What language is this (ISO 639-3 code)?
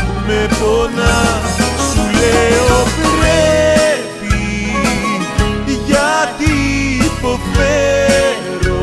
ell